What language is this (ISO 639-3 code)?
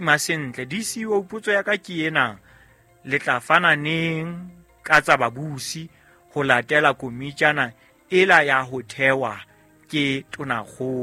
sot